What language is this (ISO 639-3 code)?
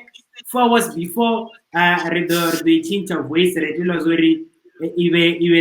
ven